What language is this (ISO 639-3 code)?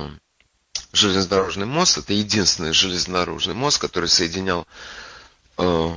rus